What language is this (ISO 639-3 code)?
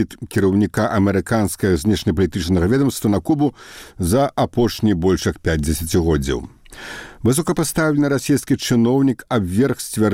bel